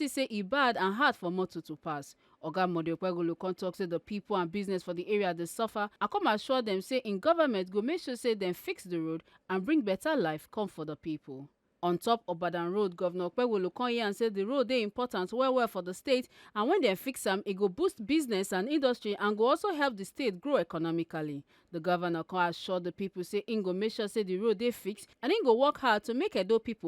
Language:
Nigerian Pidgin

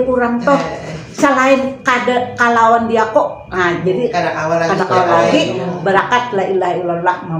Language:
Banjar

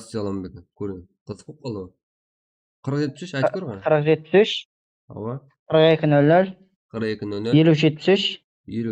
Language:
Kara-Kalpak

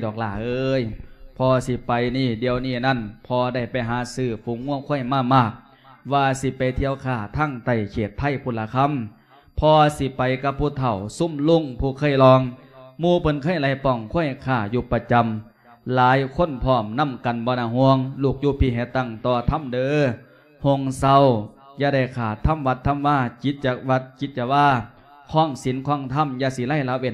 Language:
Lao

